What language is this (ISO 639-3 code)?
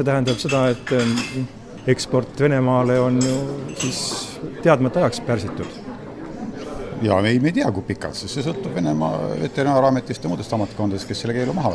est